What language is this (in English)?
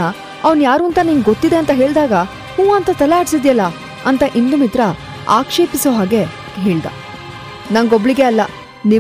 Kannada